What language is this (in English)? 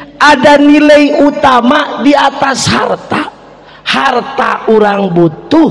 Sundanese